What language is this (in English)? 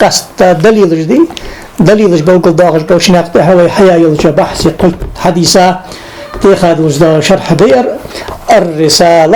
Ingush